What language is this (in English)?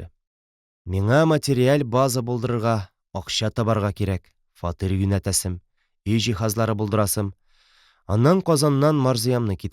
Tatar